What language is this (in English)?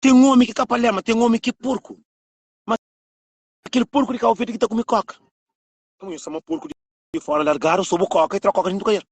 Kabuverdianu